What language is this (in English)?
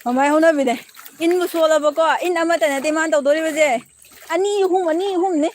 Manipuri